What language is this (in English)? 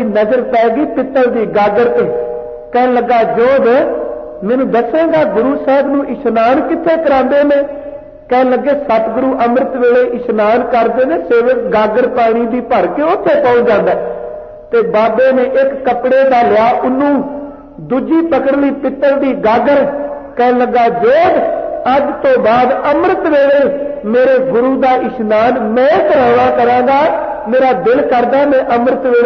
Punjabi